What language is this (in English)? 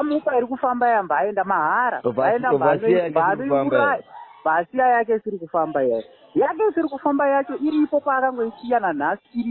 Shona